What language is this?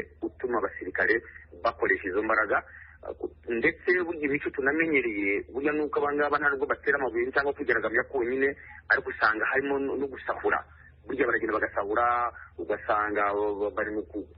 Kinyarwanda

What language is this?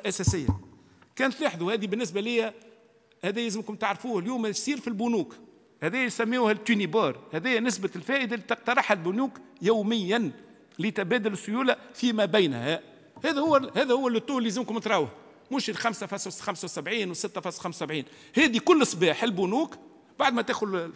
Tunisian Arabic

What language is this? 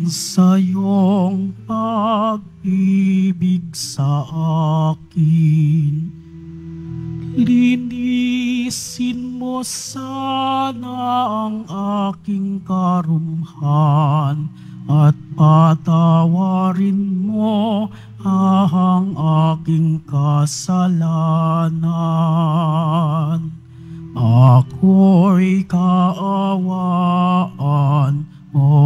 Filipino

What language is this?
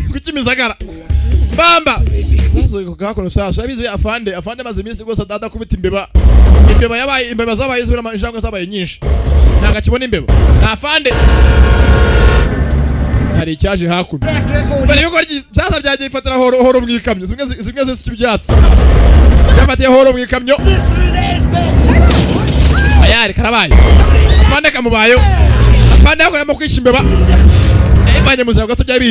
Kinyarwanda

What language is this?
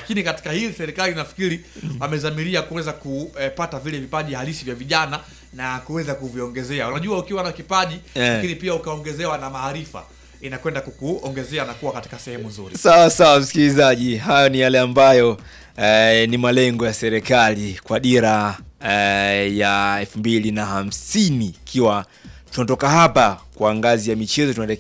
Swahili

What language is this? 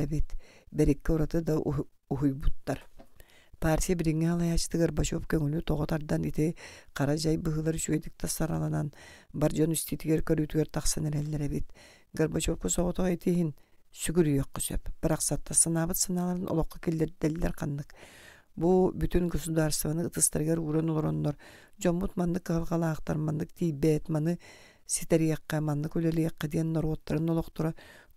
Yakut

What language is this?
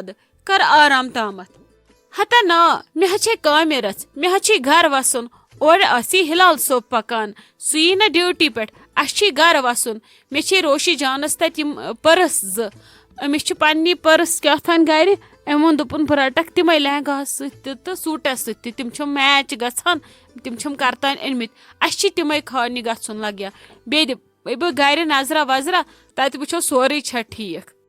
Kashmiri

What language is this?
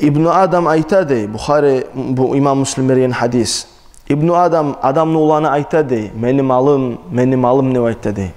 Kumyk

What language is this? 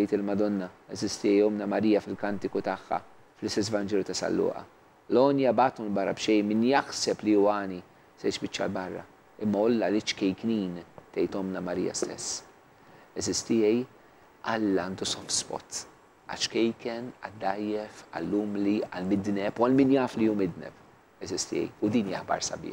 Maltese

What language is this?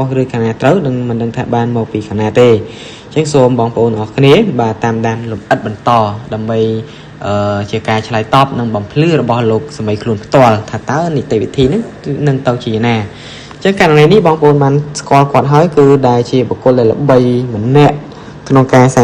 Khmer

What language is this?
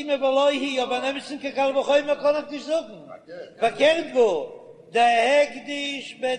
Yiddish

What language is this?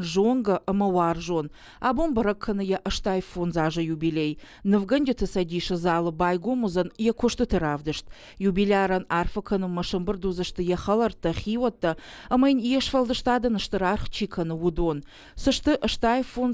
Ossetic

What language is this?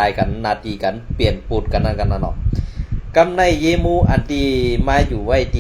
Shan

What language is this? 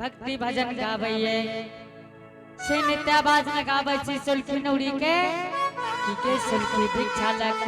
Angika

